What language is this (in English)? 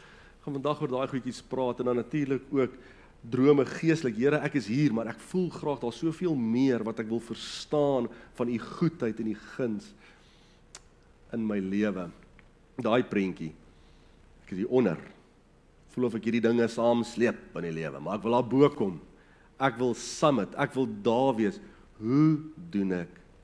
Afrikaans